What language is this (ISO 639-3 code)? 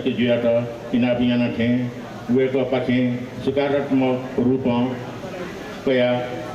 new